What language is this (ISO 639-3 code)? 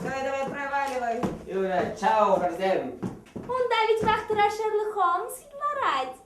chv